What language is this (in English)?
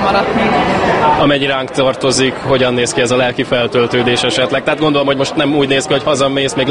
Hungarian